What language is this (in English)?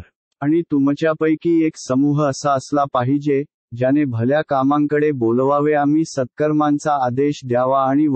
Marathi